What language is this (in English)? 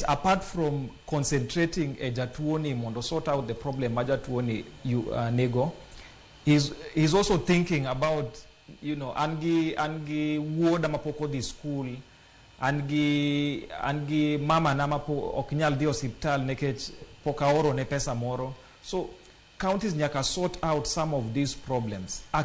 Luo (Kenya and Tanzania)